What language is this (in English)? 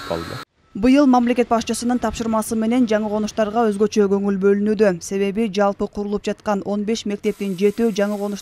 Kyrgyz